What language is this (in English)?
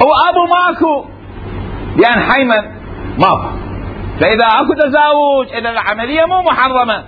Mesopotamian Arabic